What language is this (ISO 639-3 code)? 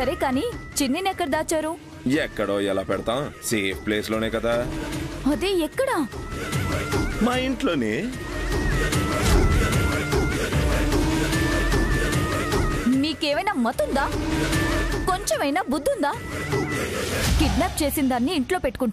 tel